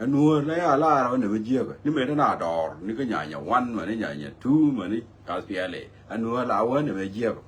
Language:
Nuer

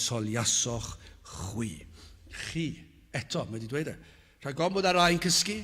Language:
Welsh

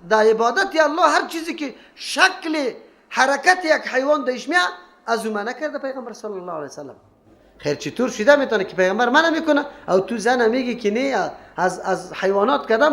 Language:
Persian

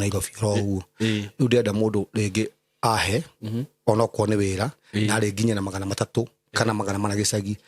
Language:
Kikuyu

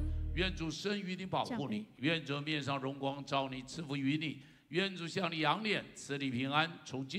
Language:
Chinese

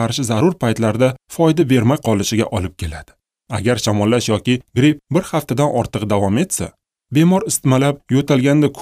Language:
Uzbek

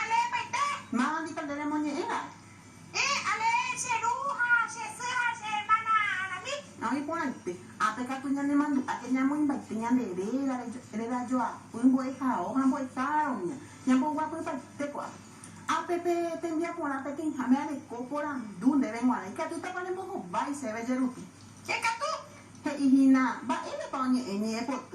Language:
Guarani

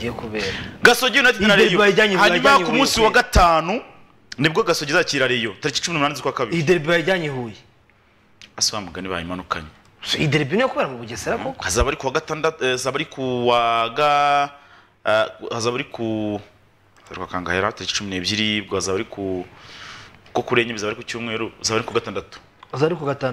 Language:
Kinyarwanda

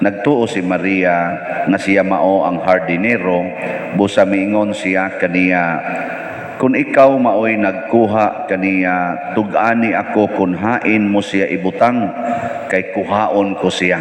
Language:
Cebuano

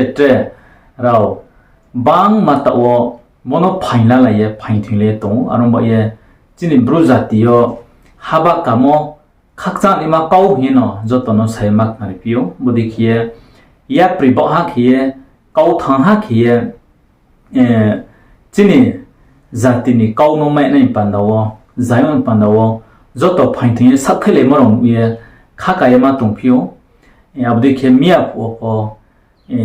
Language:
Riang (India)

